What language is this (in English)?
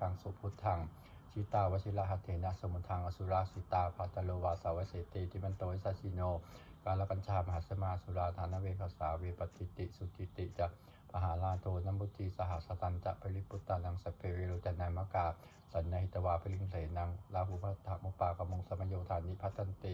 Pali